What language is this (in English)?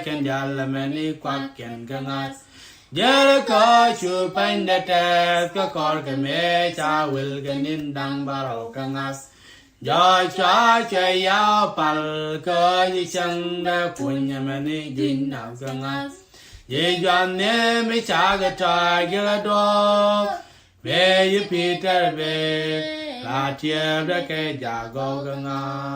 Nuer